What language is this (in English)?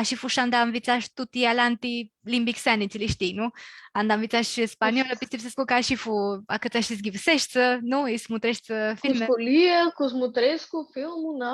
Aromanian